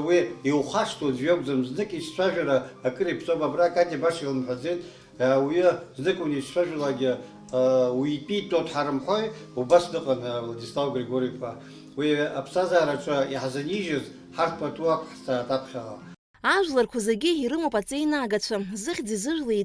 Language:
Abkhazian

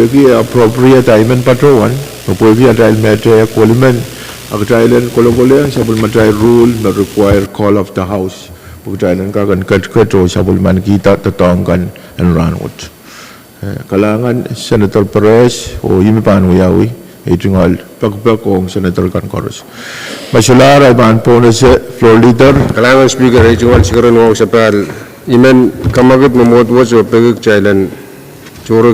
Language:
Pohnpeian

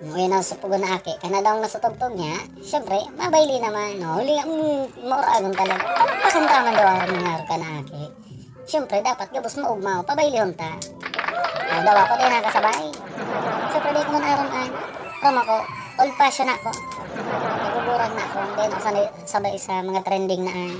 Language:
Bikol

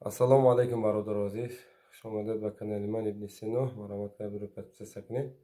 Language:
Tajik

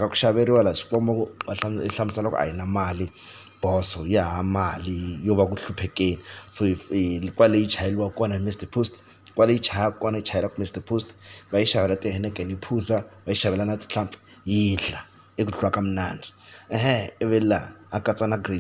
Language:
Tsonga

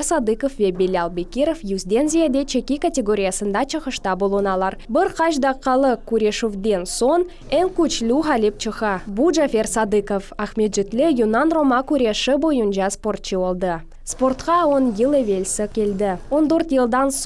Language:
Crimean Tatar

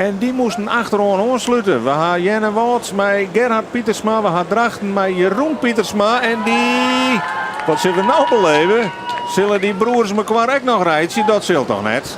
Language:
Western Frisian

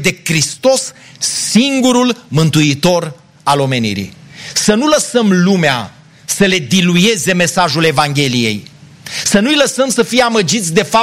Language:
Romanian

